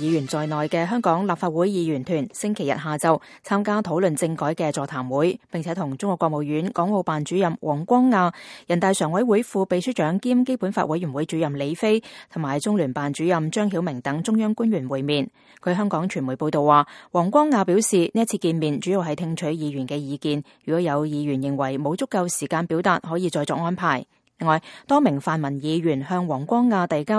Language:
Cantonese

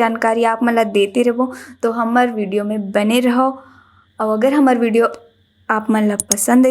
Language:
Chhattisgarhi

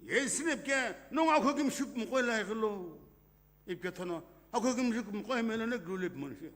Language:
Sumi Naga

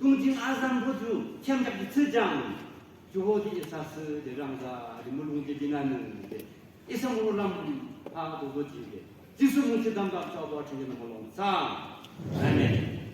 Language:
Naga Pidgin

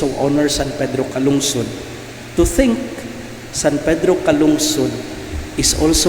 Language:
Cebuano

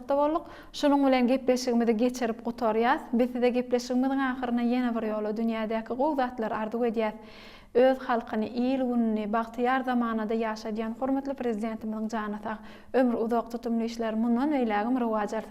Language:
Turkmen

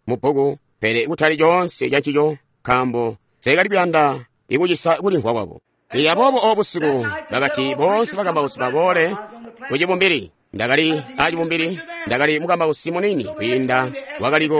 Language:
Tonga (Zambia)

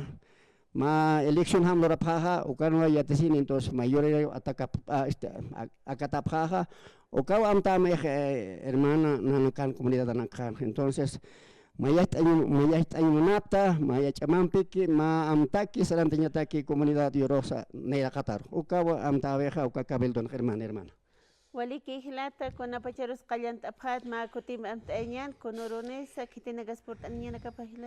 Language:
Aymara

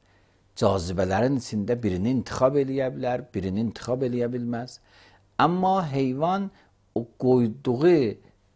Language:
Azerbaijani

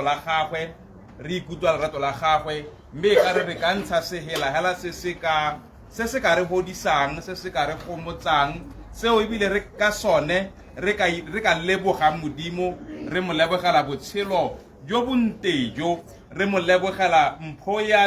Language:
Tswana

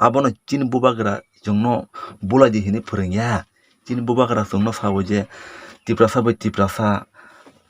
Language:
Kok Borok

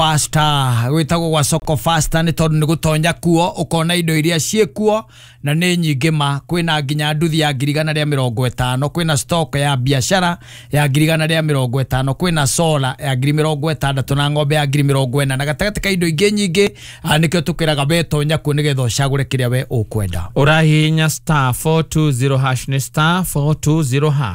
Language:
Kikuyu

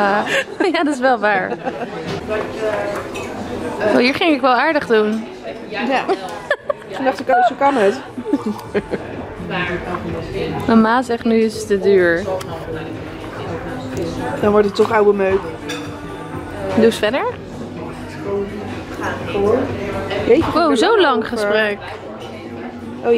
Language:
Dutch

